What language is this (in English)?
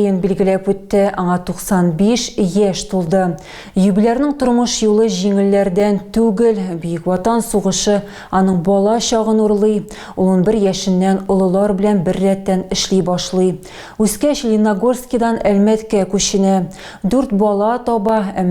Tatar